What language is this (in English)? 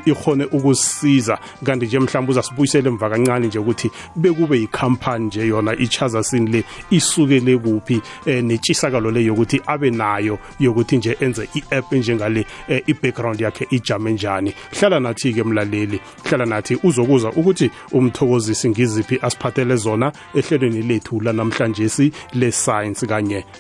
South Ndebele